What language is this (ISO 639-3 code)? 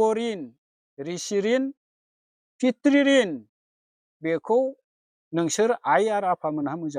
brx